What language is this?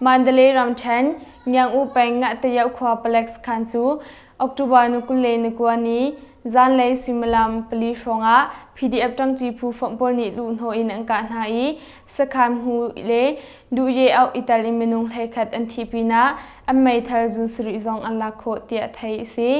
Hakha Chin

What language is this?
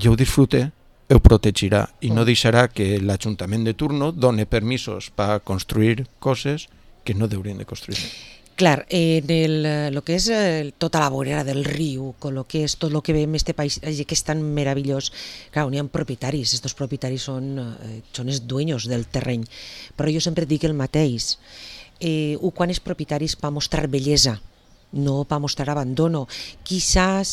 Catalan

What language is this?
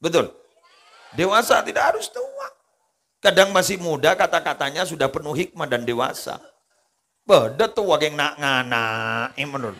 Madurese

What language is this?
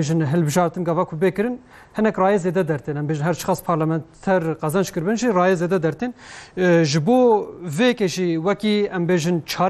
Kurdish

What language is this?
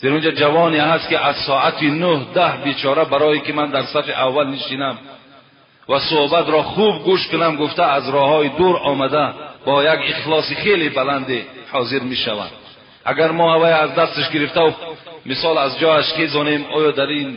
Tajik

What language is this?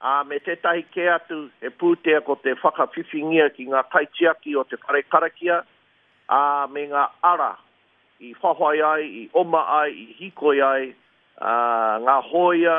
Māori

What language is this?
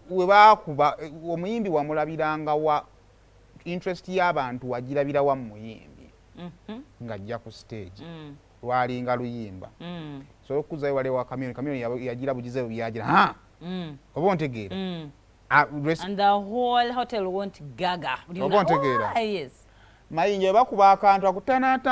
Ganda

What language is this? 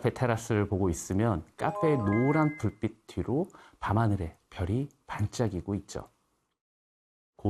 Korean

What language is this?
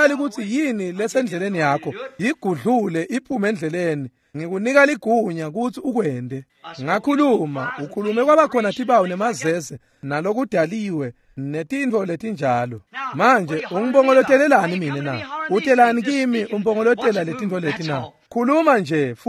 Swati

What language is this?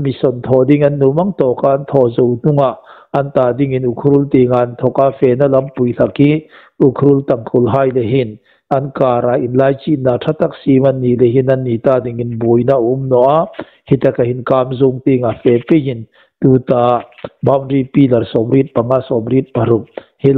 Hmar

